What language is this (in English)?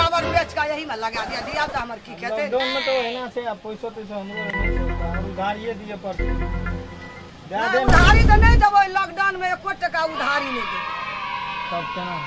Maithili